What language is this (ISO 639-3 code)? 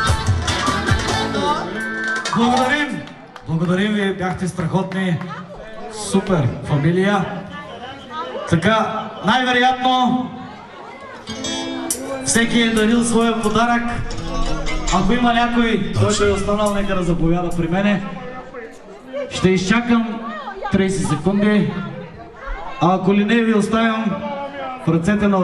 bul